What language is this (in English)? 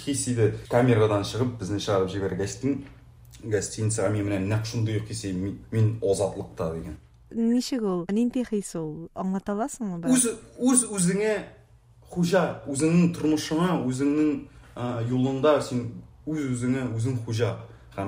Tatar